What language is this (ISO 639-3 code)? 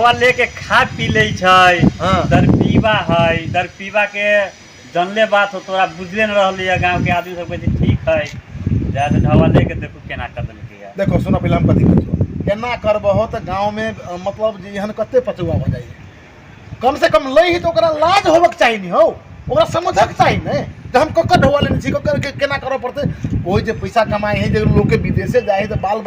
mai